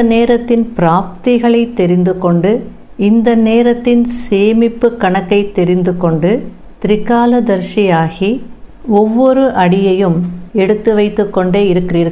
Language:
Tamil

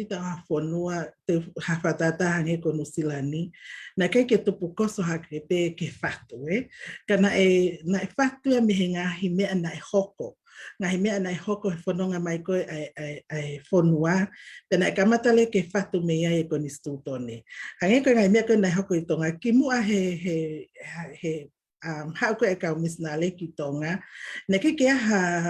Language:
Tongan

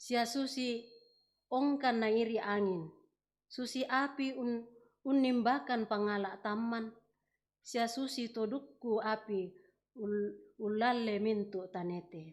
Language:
Toraja-Sa'dan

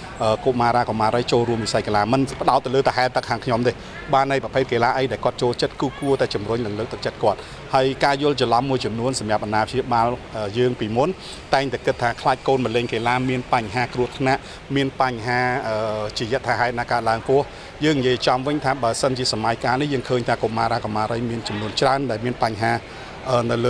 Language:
Khmer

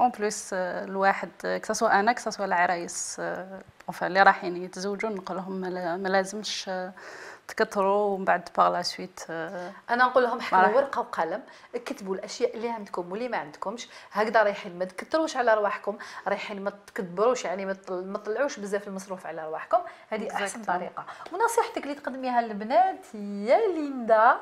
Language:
Algerian Arabic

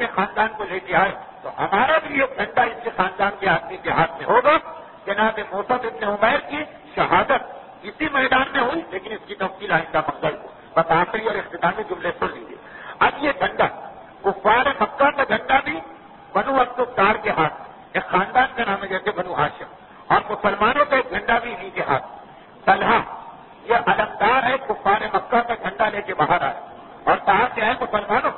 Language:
Urdu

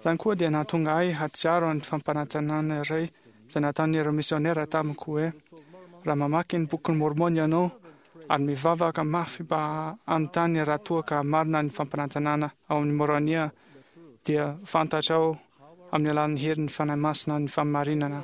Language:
Malagasy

